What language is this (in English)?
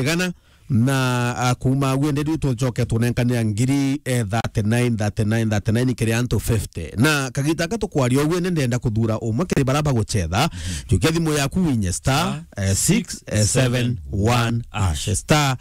Meru